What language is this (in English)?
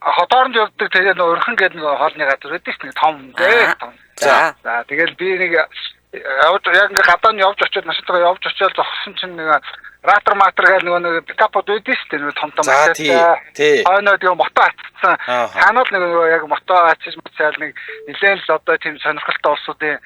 Mongolian